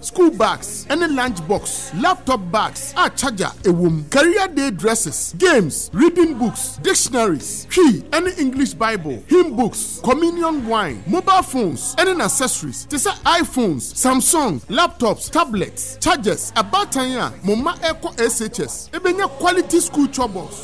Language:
Akan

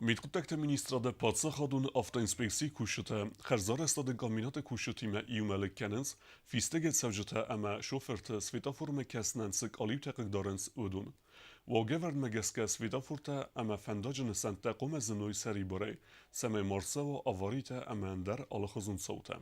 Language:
Ossetic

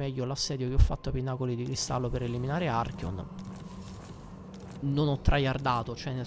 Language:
Italian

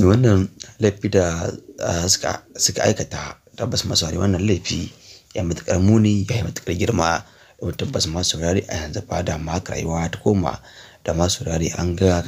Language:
Hausa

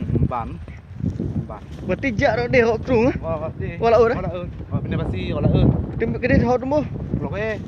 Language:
Achinese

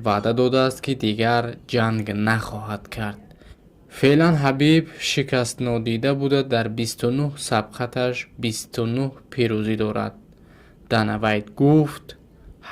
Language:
Tajik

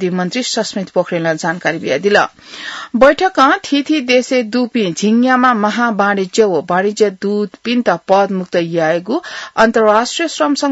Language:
Newari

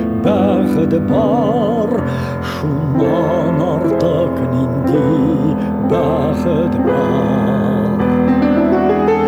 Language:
Tatar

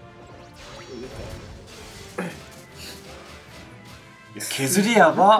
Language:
Japanese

